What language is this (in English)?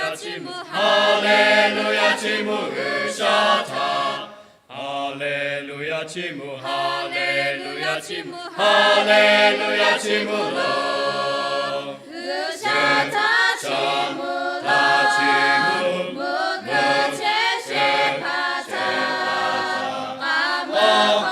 Lahu